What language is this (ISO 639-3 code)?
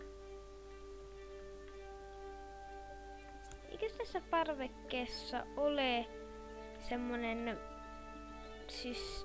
fin